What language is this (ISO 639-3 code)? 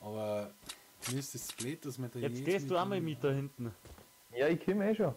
bar